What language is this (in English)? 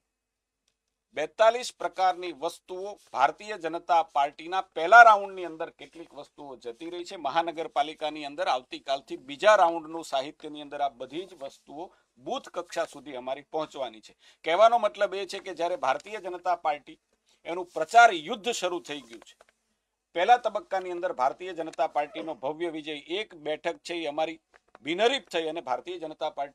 Gujarati